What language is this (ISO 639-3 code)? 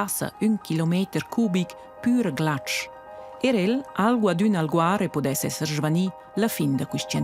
roh